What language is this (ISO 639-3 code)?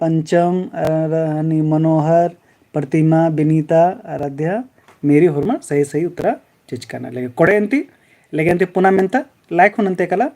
kru